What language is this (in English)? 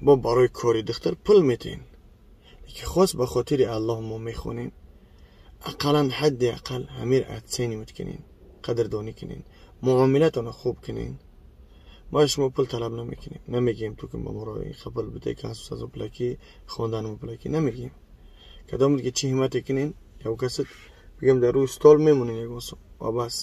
Tajik